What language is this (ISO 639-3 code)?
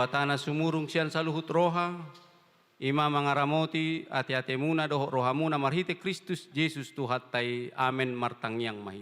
bbc